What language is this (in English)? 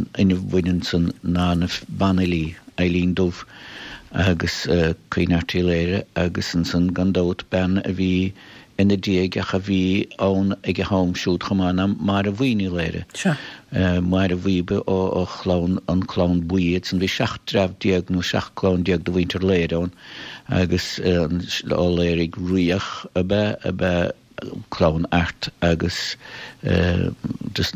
Irish